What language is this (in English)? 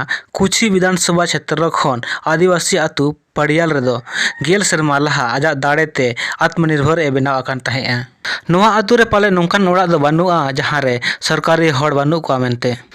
Santali